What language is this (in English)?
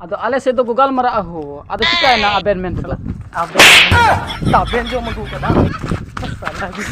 Santali